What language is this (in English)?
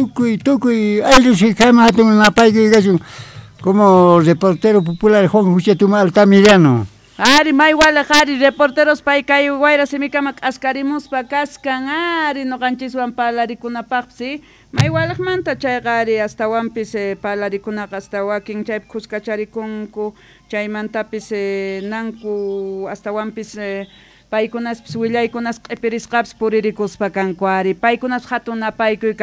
South Bolivian Quechua